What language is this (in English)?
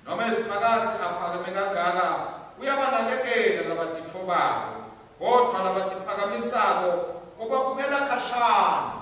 Swati